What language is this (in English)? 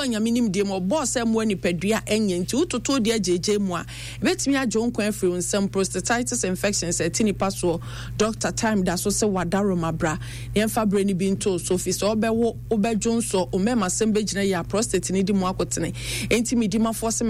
Akan